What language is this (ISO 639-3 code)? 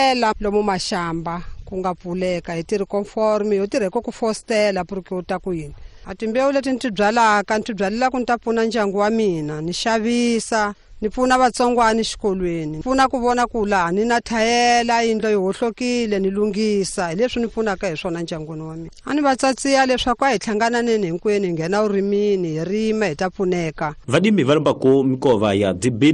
tso